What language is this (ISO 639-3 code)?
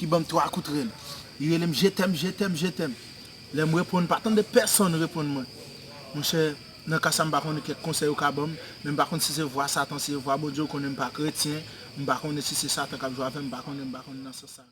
hat